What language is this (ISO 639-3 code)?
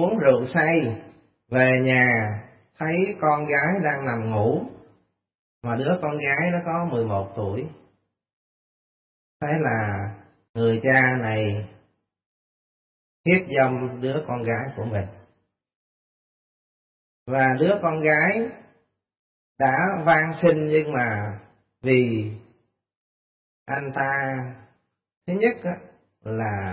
vie